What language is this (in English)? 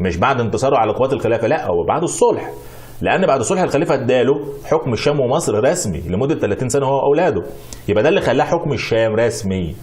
Egyptian Arabic